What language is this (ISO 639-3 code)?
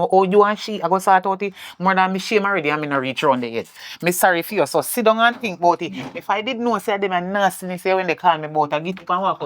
jam